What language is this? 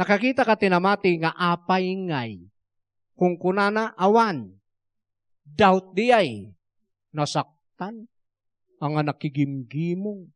Iloko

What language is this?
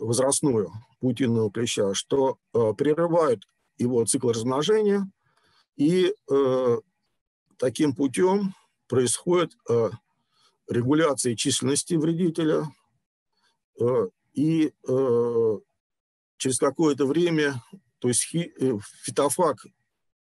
Russian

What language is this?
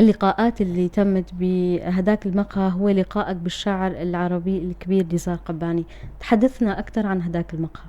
North Levantine Arabic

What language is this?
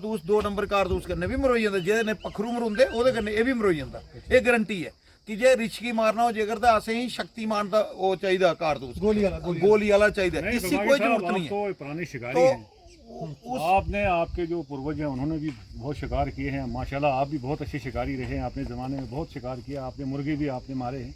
Dogri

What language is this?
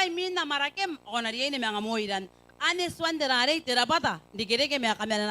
Gilbertese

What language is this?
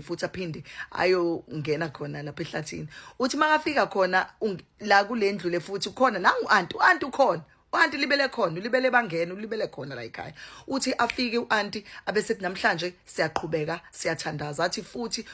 Zulu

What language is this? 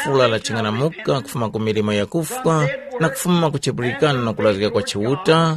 Tumbuka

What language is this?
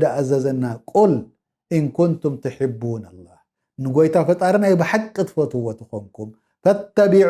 Tigrinya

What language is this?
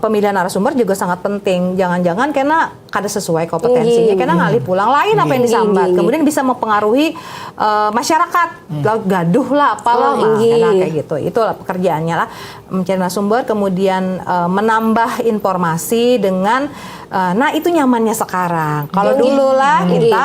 Banjar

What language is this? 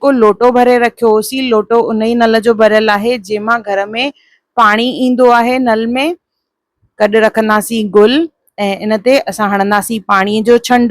Sindhi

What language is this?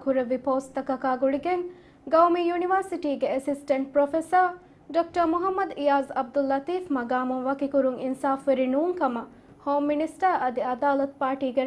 Divehi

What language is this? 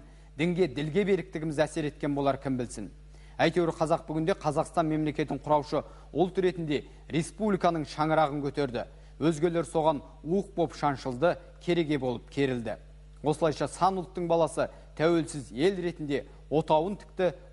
Kazakh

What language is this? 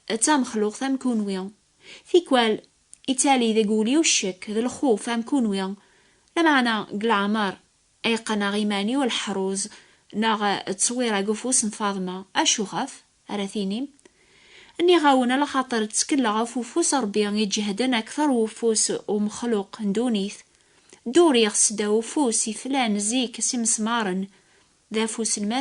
Kabyle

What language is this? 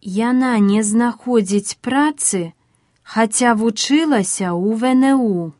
Belarusian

